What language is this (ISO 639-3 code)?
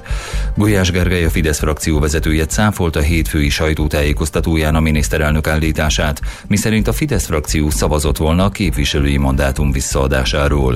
hun